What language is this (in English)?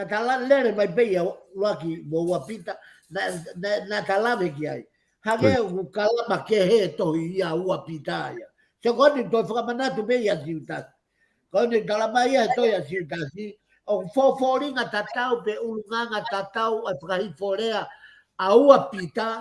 Tongan